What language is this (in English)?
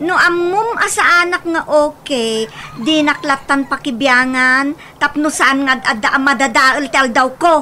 Iloko